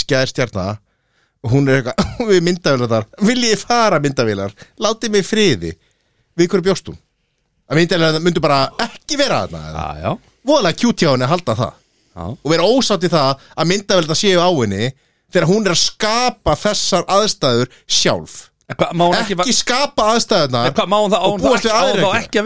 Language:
Icelandic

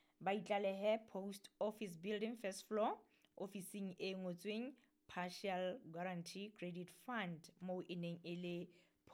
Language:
Southern Sotho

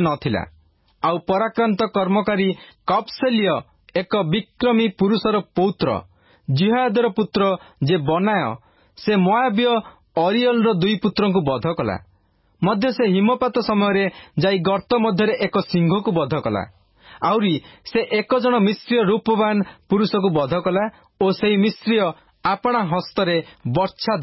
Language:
Odia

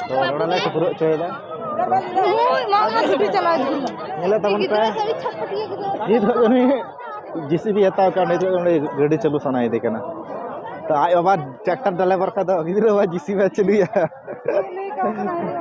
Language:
Santali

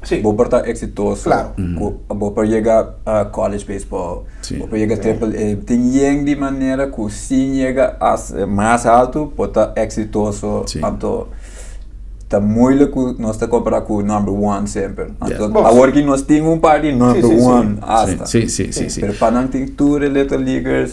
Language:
Papiamento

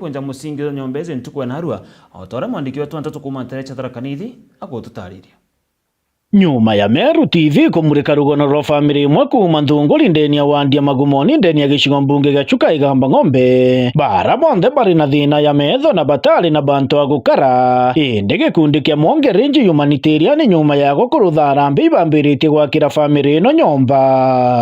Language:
Meru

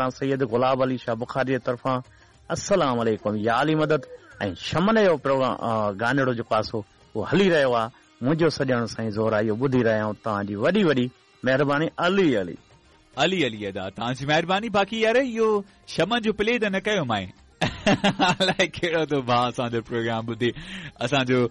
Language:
Sindhi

